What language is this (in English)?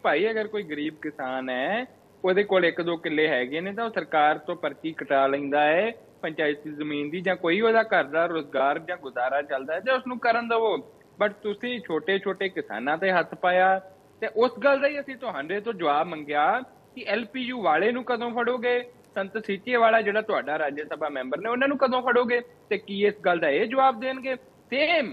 Punjabi